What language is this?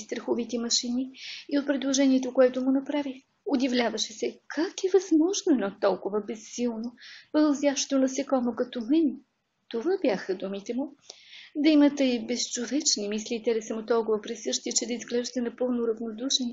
Bulgarian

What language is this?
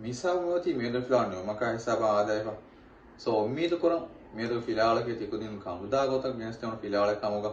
Divehi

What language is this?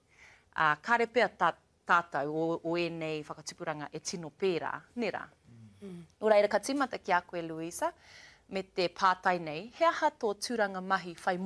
Māori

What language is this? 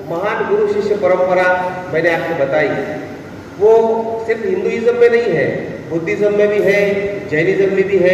Hindi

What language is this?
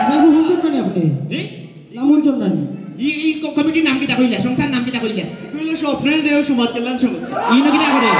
Sylheti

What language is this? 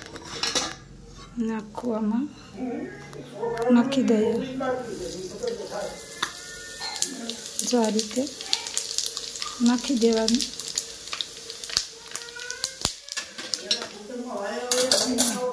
Gujarati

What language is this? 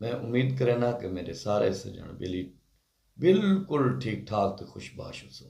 Saraiki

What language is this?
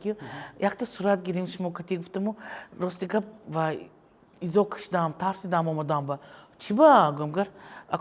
Tajik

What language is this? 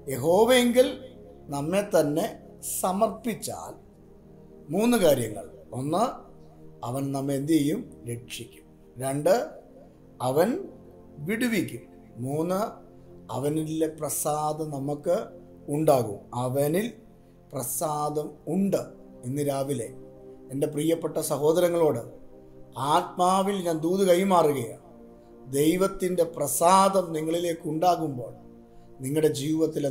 Malayalam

